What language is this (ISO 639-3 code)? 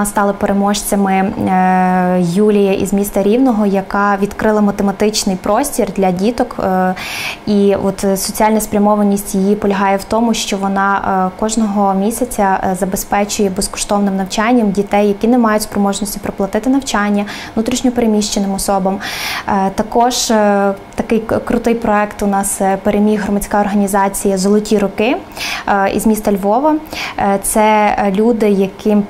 ukr